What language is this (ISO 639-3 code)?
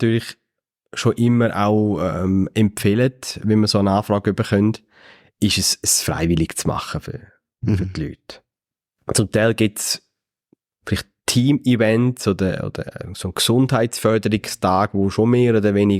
gsw